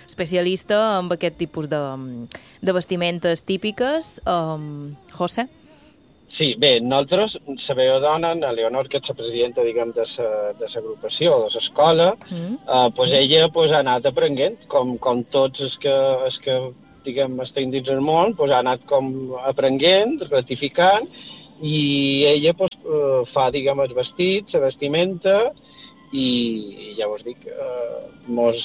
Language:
Catalan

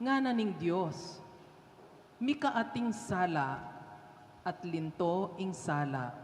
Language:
Pampanga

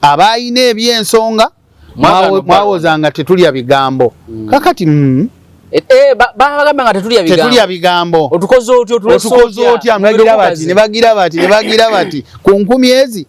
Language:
Ganda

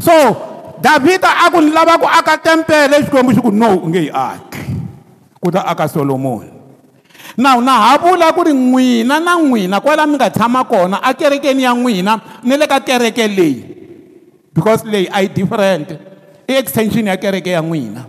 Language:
Tsonga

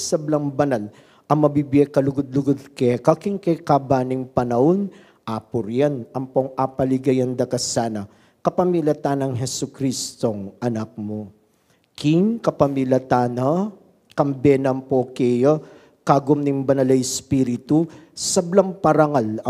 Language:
Pampanga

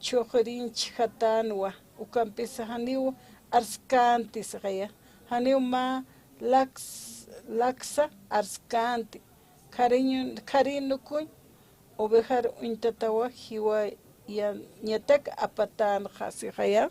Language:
Aymara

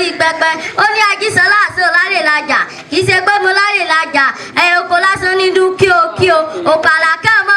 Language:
Yoruba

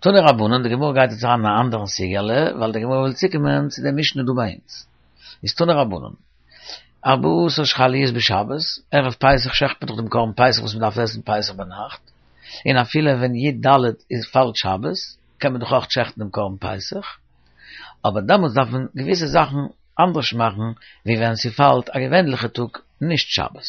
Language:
Yiddish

